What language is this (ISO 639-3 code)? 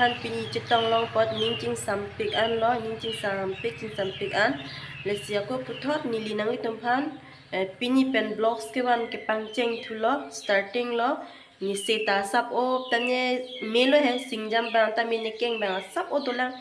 mjw